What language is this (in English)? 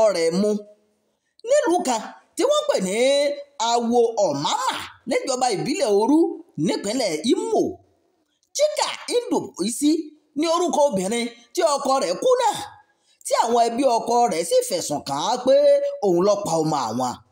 Yoruba